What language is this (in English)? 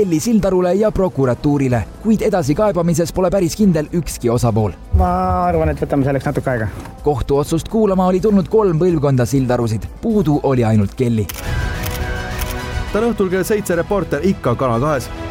Estonian